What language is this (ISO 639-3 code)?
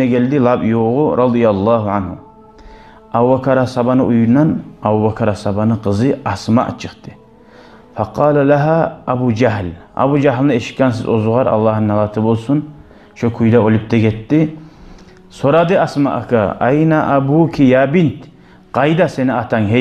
kum